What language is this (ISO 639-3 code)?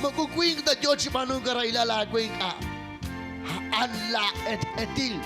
kek